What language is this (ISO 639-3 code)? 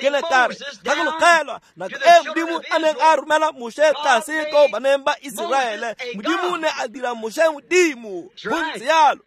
tsn